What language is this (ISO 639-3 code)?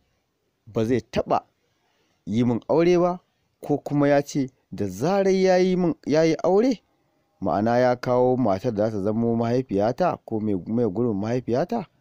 hau